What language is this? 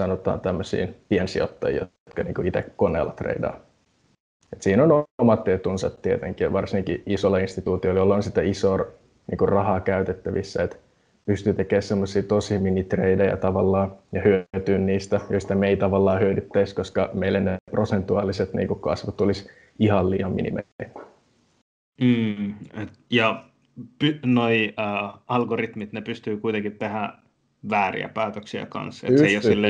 Finnish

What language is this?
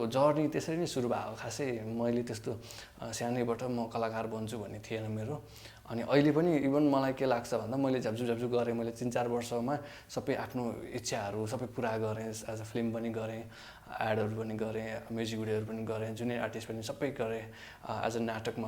Nepali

